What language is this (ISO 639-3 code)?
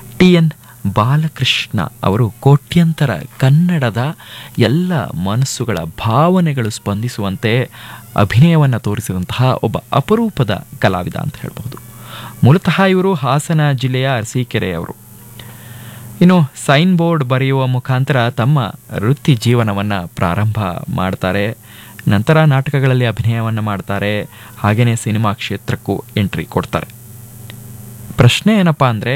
kan